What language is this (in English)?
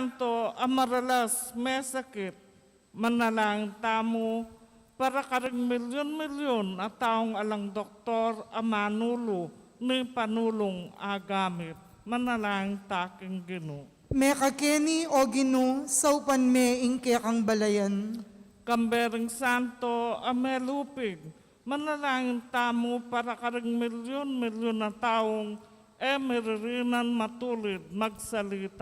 Pampanga